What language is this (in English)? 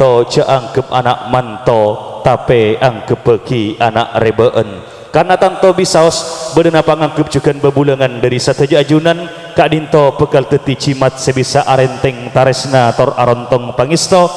Madurese